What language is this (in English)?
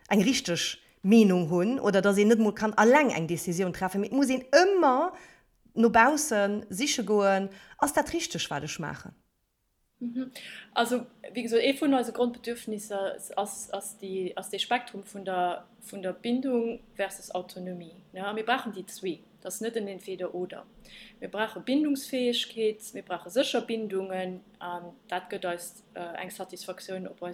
Luxembourgish